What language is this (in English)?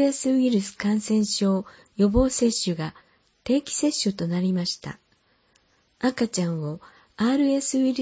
Japanese